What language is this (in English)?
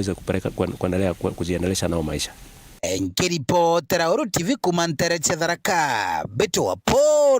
Meru